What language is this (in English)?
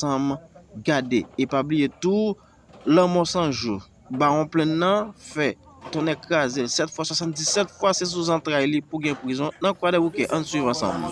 Haitian Creole